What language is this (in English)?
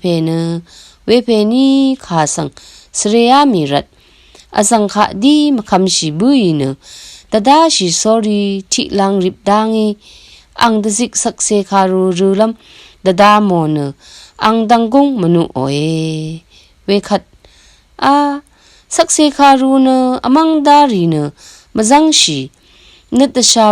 Rawang